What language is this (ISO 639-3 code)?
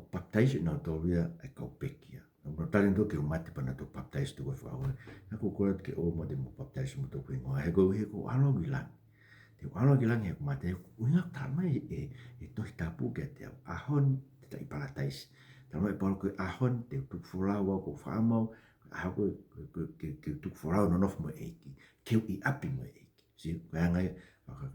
ton